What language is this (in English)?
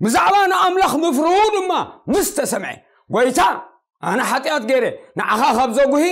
Tigrinya